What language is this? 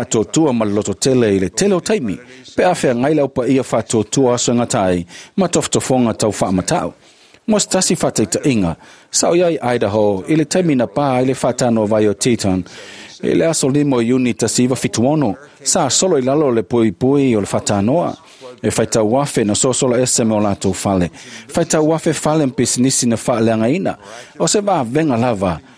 Samoan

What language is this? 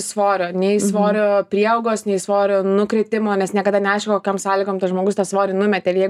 Lithuanian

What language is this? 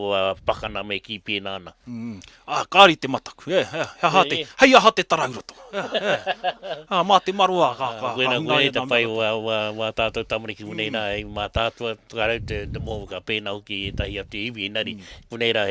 Māori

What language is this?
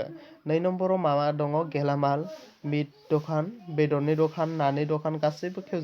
Bodo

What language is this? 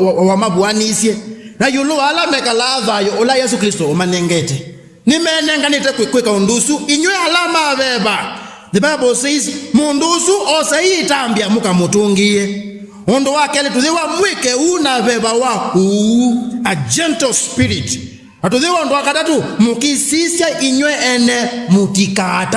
Kamba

